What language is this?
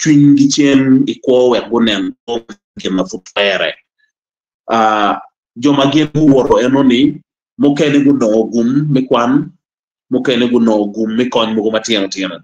Acoli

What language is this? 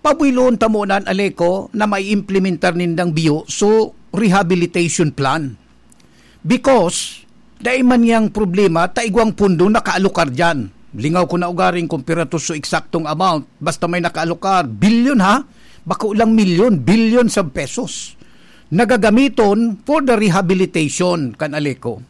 Bikol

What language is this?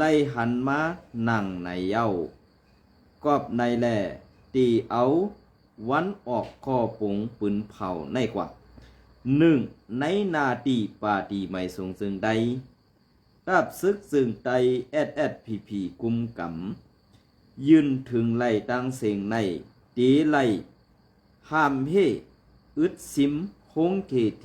Shan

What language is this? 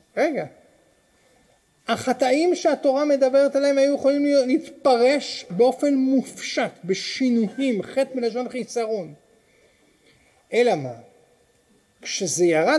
Hebrew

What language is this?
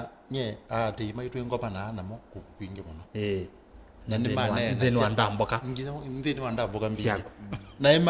Kamba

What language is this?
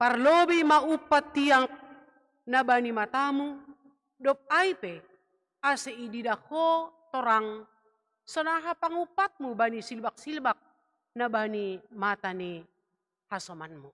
Batak Simalungun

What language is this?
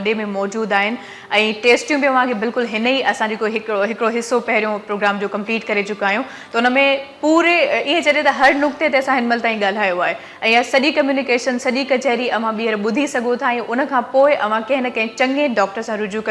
Sindhi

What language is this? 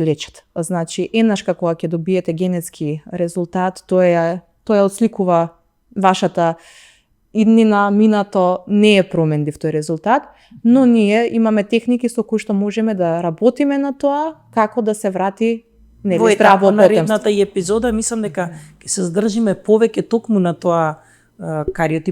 Macedonian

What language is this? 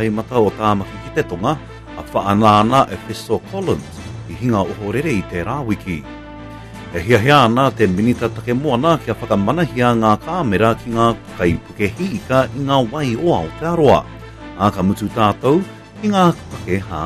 Māori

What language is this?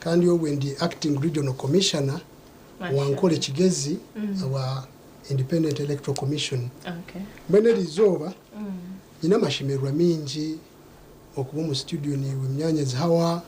Nyankole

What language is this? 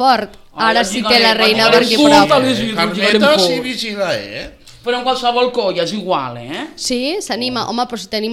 Catalan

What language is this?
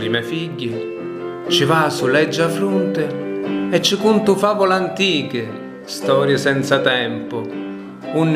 Sicilian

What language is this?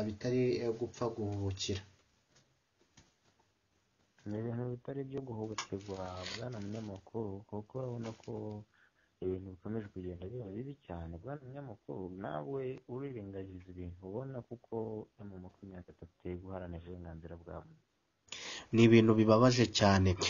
Kinyarwanda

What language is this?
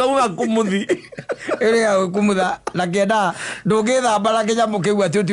Kikuyu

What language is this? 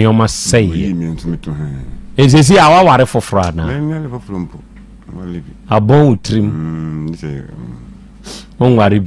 Akan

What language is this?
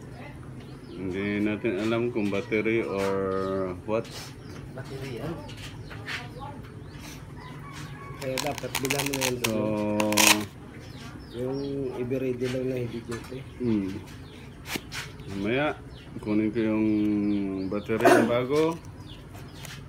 Filipino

